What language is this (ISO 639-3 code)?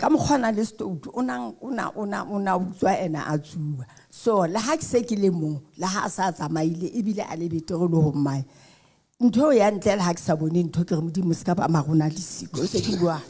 sot